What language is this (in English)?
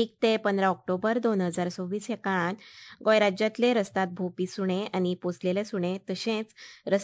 Konkani